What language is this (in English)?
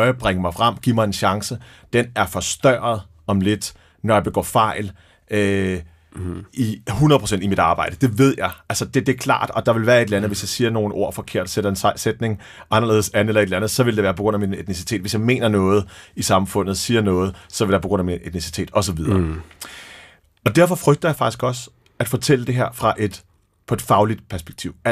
Danish